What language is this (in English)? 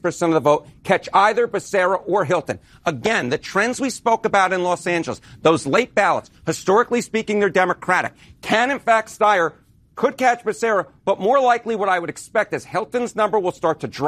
English